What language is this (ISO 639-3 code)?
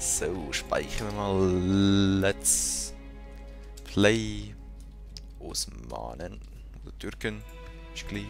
gsw